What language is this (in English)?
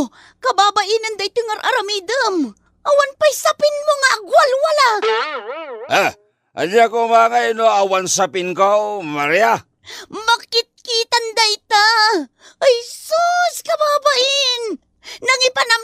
Iloko